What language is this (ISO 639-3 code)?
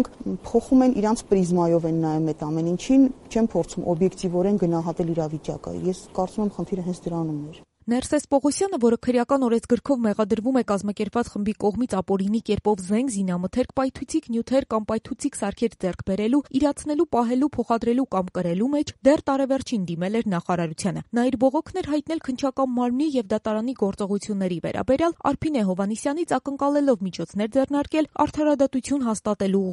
hye